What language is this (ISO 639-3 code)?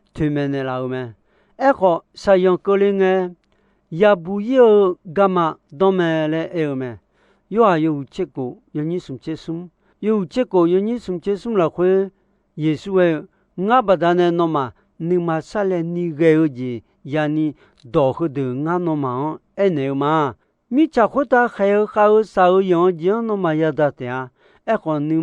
ahk